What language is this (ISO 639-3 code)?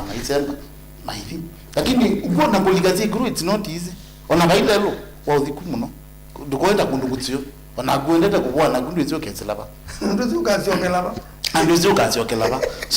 kam